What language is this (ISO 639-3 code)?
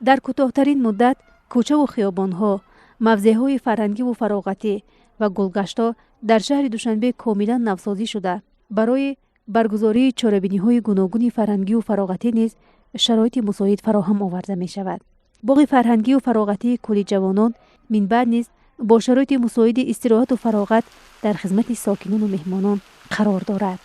tgk